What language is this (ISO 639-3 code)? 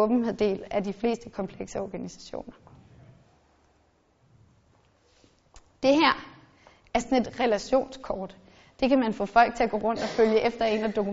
dan